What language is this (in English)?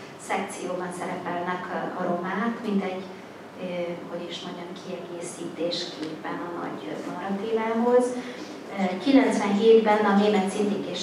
Hungarian